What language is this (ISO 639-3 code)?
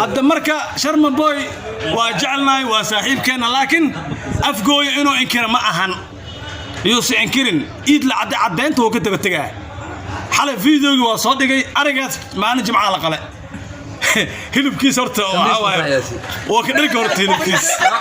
som